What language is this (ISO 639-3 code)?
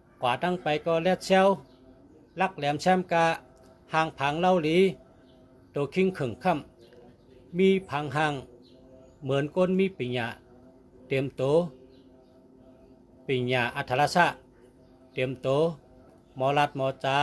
shn